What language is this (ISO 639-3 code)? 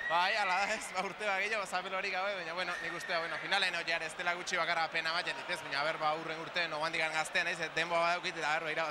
eus